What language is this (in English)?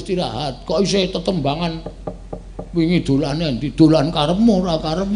Javanese